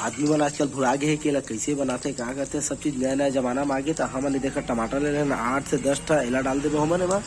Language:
Chhattisgarhi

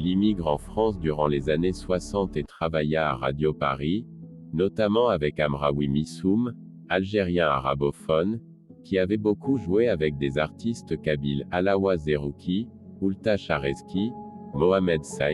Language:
Kabyle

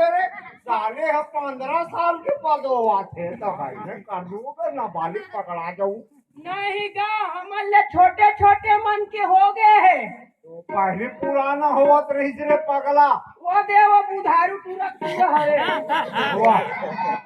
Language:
Chhattisgarhi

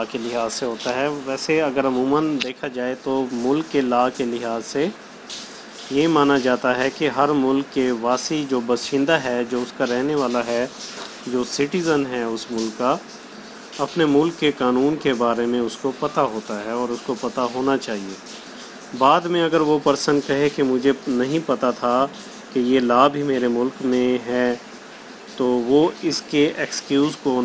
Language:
Urdu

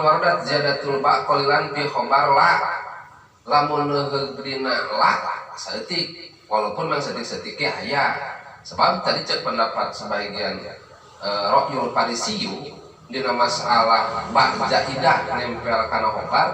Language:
Sundanese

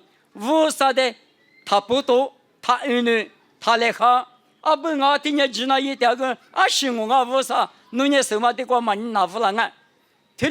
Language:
Lisu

